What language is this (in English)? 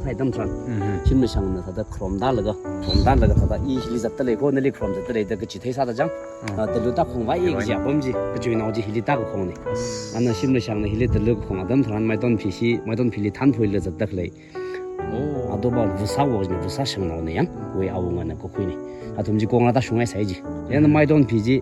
Tangkhul Naga (India)